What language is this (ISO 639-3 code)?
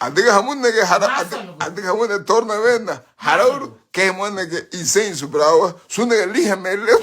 cab